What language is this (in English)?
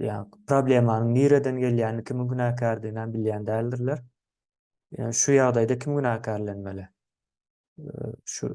Turkmen